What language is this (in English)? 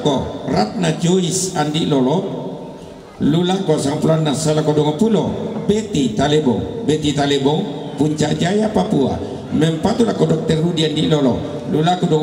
Toraja-Sa'dan